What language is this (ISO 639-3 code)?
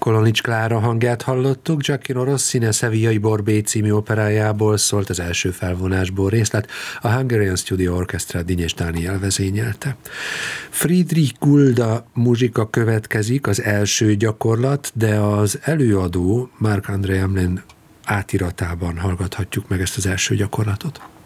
hun